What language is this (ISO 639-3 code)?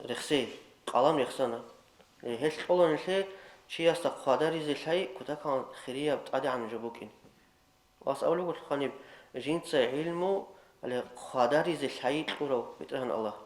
ava